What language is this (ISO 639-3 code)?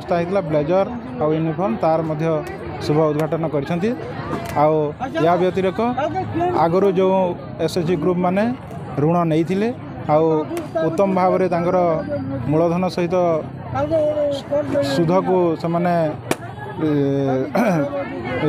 ori